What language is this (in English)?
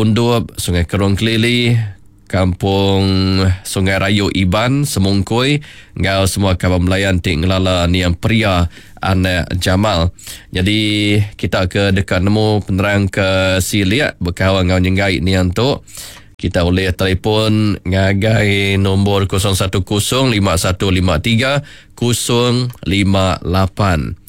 Iban